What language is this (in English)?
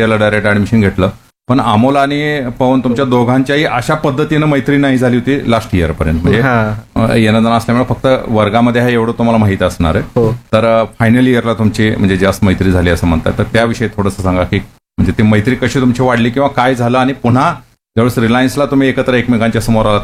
Marathi